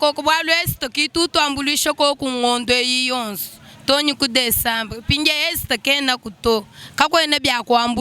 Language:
Luba-Lulua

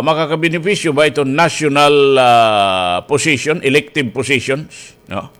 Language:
Waray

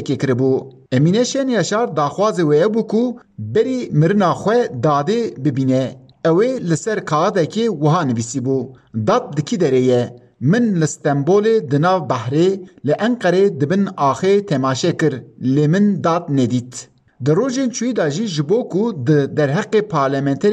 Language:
Kurdish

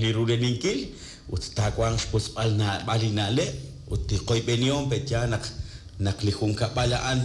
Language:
Kekchí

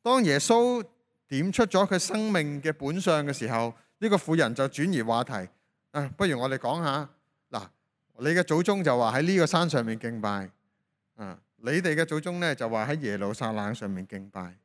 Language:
Cantonese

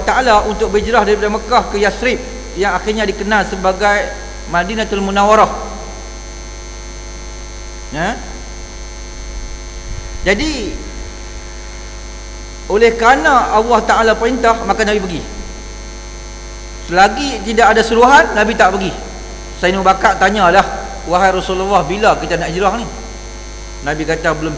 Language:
Malay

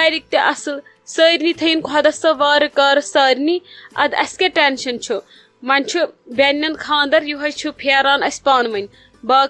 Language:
Kashmiri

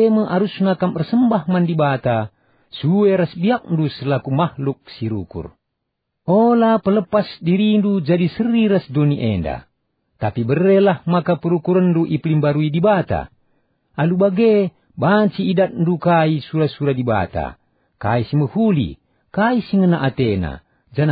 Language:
Batak Karo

